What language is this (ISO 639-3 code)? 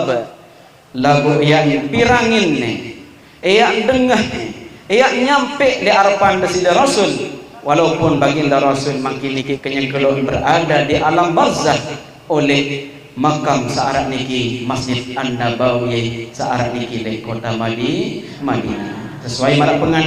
sas